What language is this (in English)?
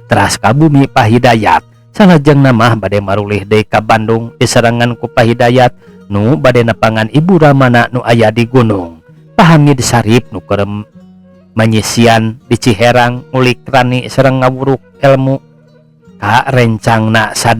Sundanese